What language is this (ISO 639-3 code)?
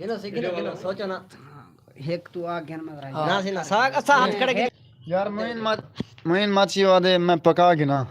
skr